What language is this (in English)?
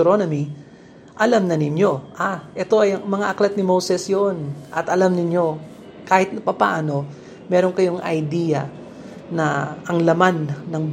Filipino